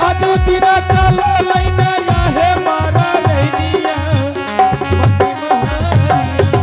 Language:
Angika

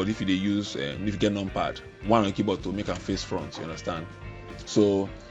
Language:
Nigerian Pidgin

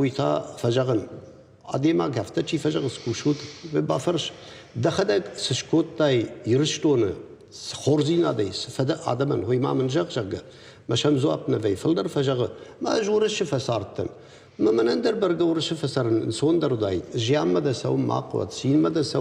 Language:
Ossetic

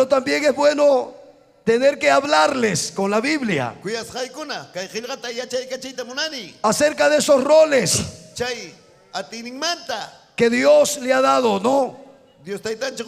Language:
Ayacucho Quechua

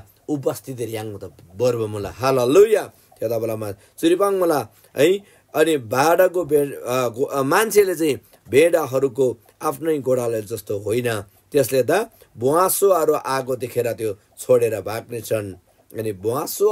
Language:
Eastern Tamang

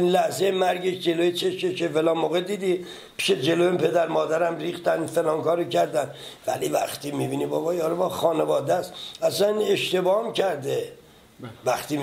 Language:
Persian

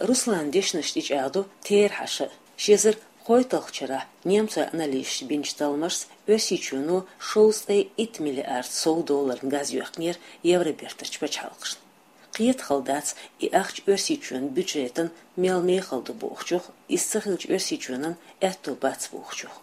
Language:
Chechen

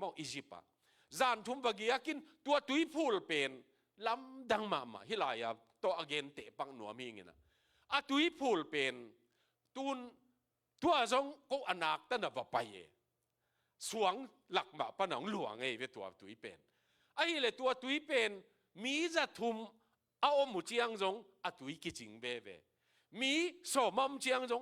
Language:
Tedim Chin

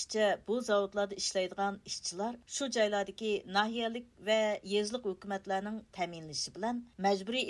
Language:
Uyghur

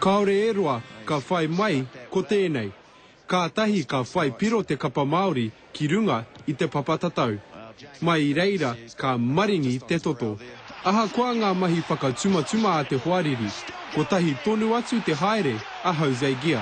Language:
Māori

